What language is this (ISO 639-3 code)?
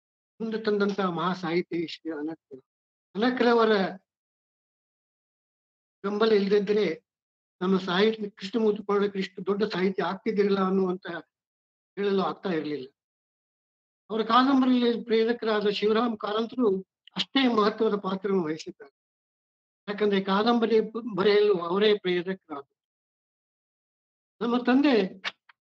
kan